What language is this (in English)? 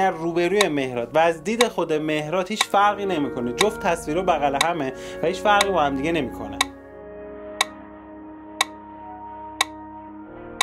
Persian